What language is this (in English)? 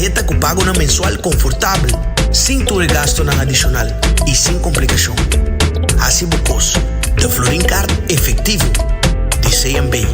Papiamento